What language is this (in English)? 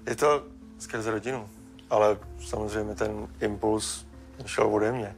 Czech